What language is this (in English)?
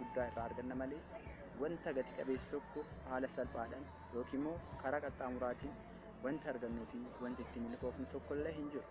Oromo